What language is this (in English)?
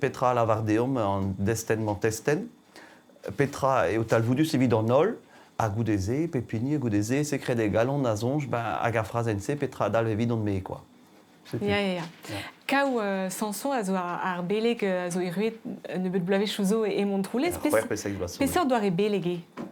Breton